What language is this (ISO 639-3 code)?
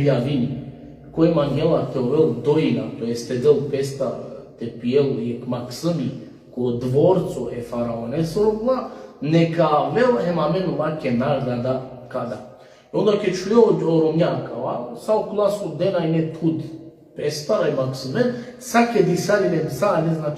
rmn